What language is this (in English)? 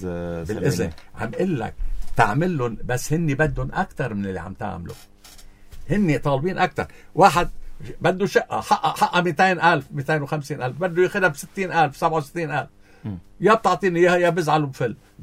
North Levantine Arabic